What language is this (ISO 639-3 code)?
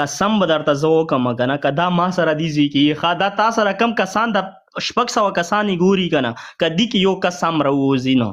pus